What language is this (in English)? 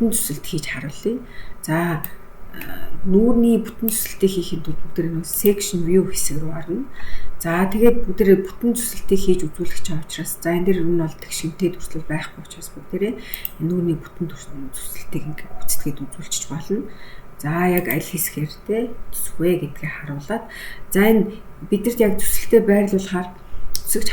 Mongolian